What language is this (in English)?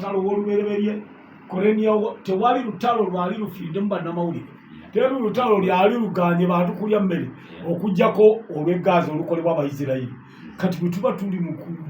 Ganda